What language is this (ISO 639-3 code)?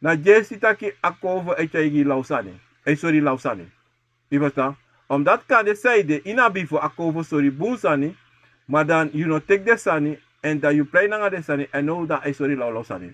srn